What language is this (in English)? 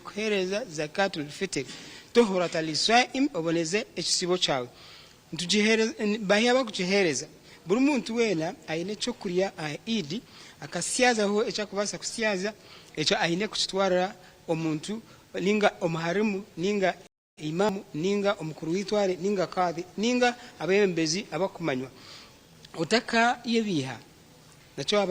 Nyankole